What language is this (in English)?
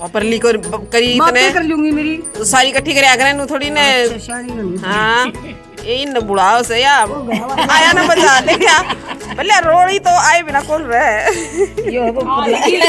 Haryanvi